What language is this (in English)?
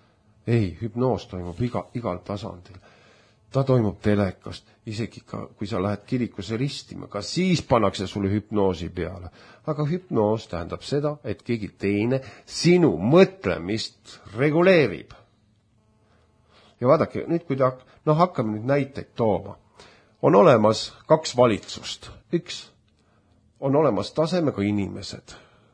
Estonian